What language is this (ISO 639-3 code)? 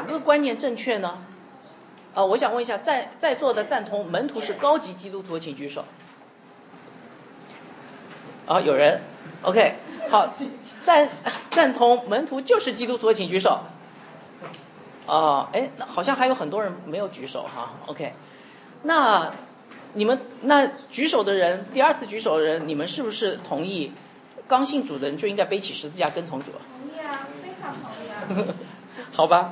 zho